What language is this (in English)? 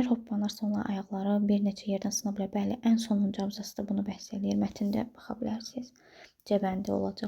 Azerbaijani